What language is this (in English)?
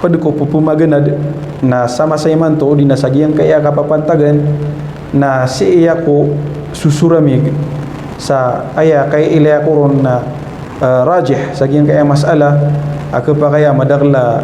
Maranao